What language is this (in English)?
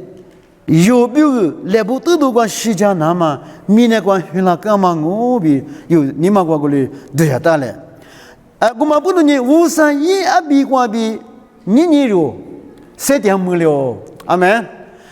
Lisu